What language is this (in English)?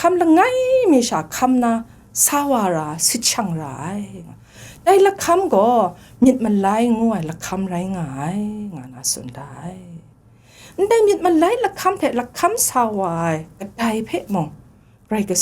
Kachin